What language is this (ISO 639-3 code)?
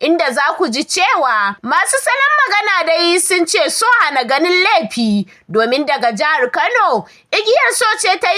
hau